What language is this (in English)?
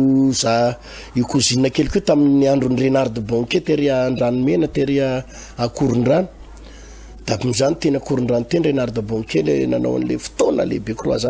Malagasy